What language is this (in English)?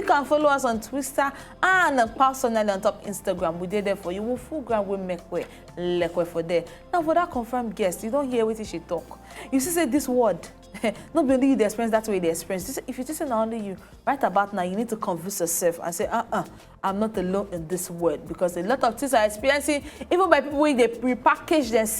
Nigerian Pidgin